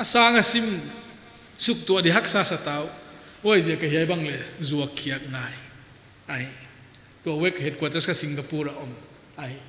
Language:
Paite Chin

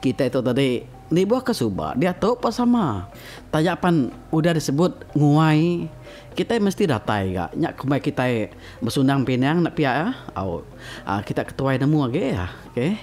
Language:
Iban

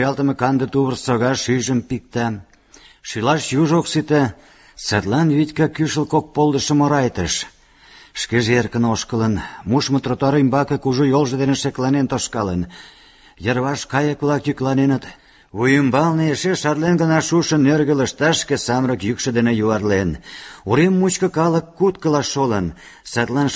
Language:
Mari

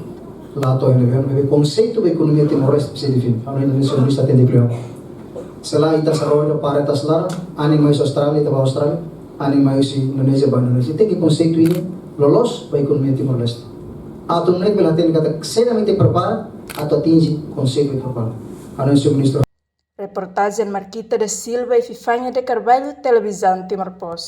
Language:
Tetum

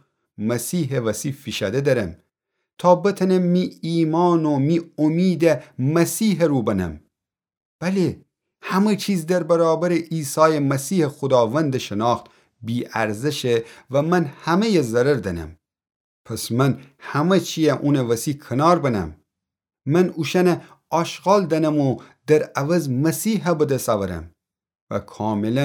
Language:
Gilaki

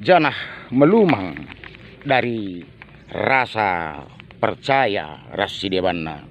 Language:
Batak Karo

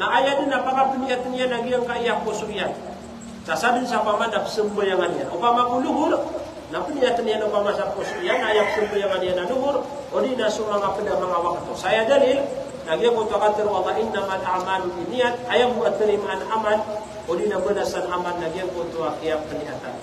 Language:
Maranao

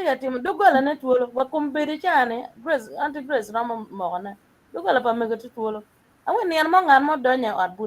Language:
Acoli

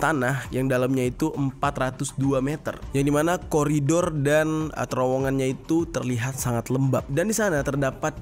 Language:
Indonesian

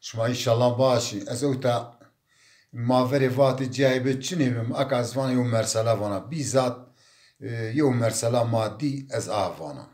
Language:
Zaza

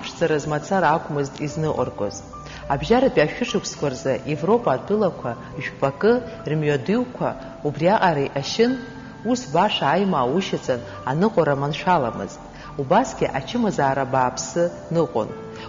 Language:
Abkhazian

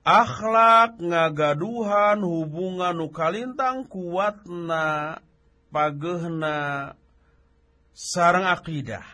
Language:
Sundanese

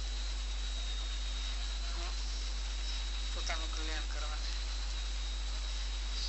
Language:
Gujarati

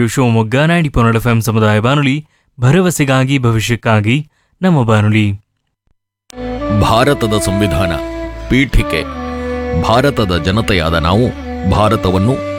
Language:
Kannada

